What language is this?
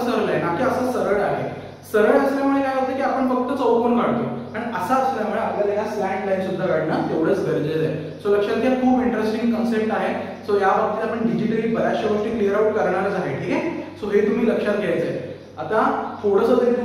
Marathi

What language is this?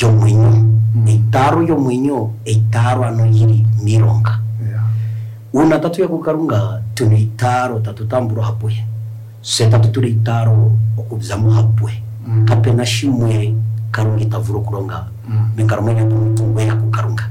Kuanyama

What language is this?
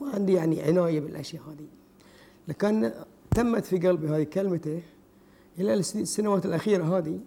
Gulf Arabic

